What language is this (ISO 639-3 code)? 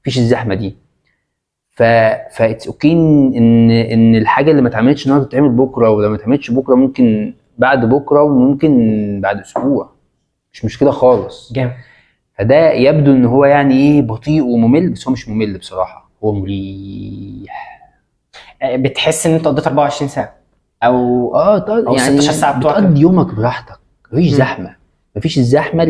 arz